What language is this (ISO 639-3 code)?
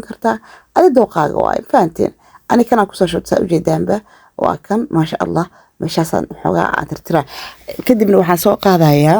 som